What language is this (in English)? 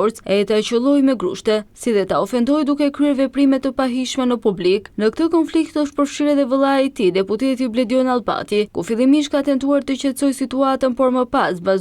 Albanian